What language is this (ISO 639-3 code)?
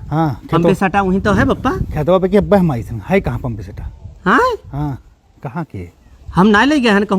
awa